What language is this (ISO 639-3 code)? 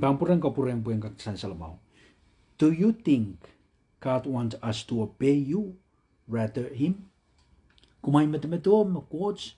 pon